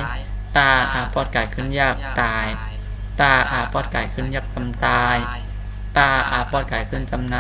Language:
Shan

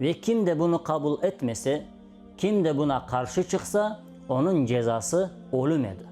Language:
Crimean Tatar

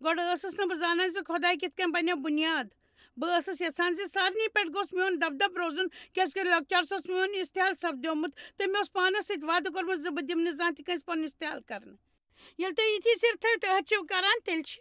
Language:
Kashmiri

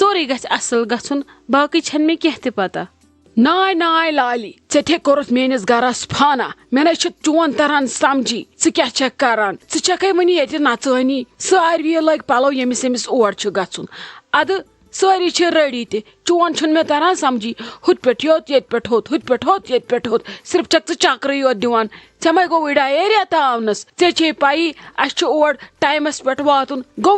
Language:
Kashmiri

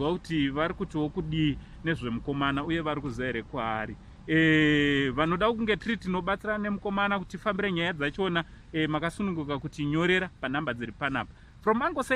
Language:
Shona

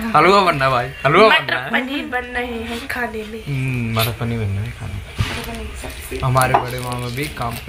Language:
Hindi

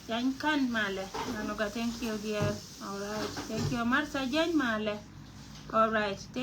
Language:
Nuer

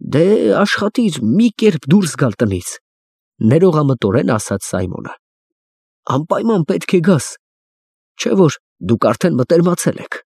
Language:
Armenian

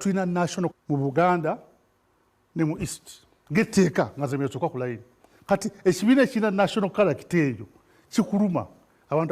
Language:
Ganda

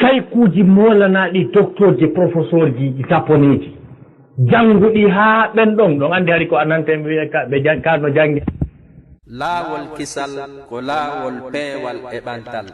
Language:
Fula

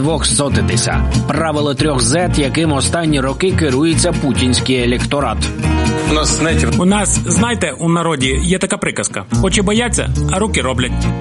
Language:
Ukrainian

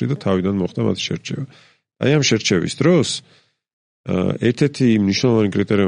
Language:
Georgian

